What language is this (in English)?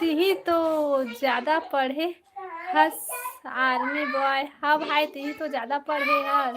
Chhattisgarhi